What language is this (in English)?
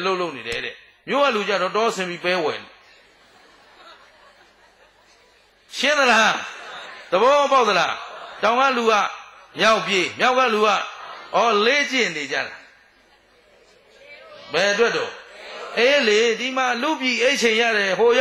Burmese